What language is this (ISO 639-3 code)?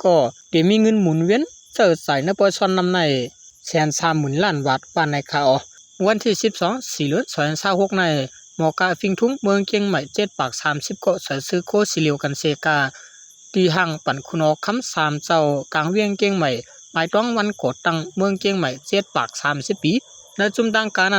shn